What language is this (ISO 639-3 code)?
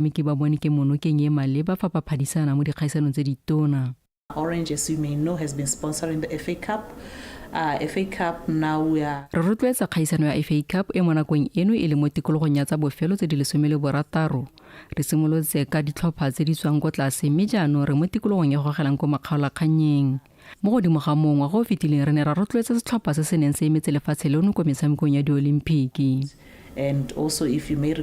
tsn